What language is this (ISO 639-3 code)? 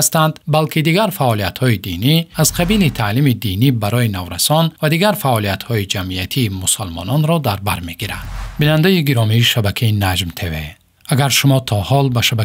tgk